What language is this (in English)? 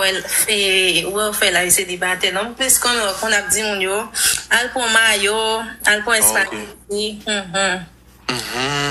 Haitian Creole